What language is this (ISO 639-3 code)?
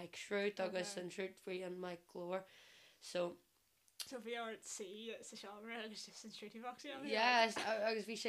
gle